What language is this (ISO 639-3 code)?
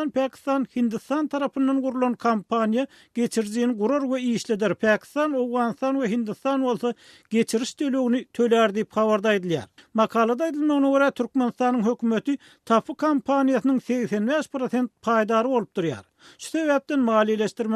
tuk